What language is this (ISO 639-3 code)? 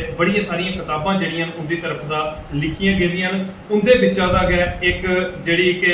doi